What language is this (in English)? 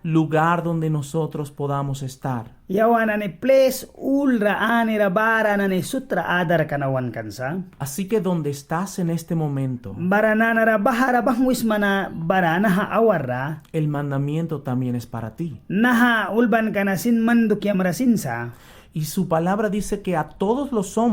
Mískito